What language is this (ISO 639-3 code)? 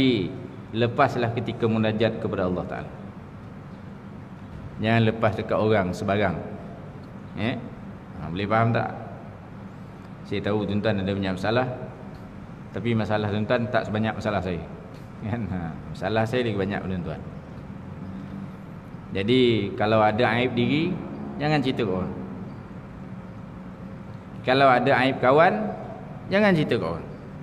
msa